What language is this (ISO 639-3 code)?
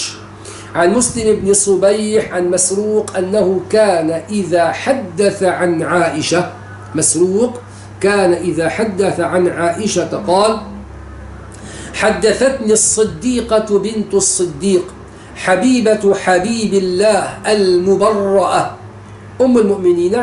ara